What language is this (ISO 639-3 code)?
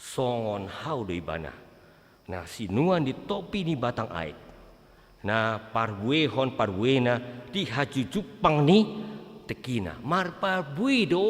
bbc